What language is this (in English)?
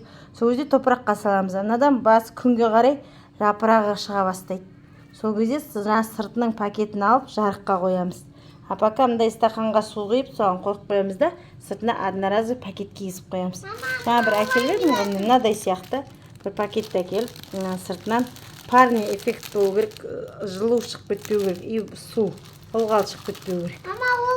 Kazakh